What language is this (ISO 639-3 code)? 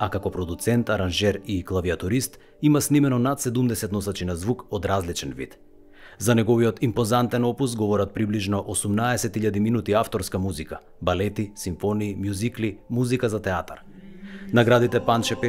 mkd